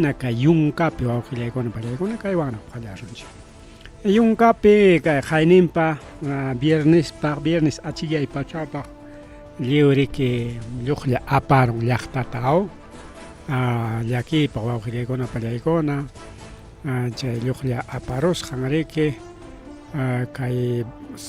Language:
Ayacucho Quechua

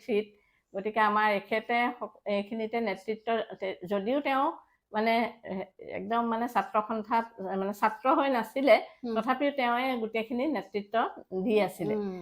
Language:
Assamese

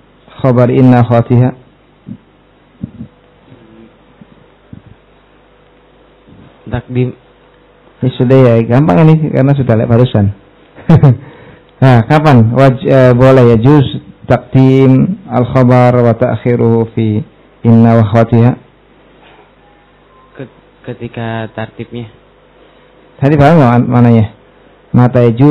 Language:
Indonesian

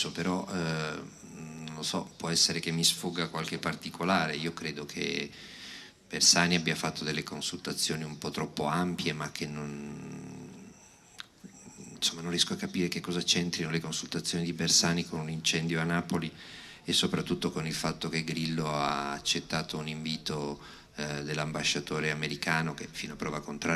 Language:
Italian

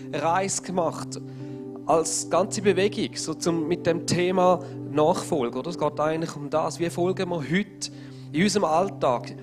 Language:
Swiss German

